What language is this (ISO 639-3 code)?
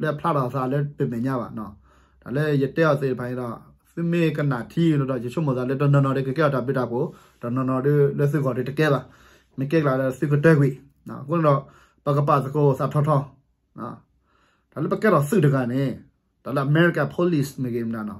ksw